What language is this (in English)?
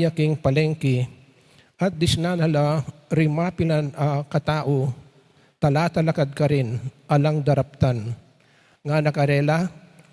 Pampanga